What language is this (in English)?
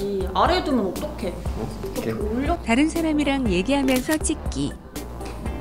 Korean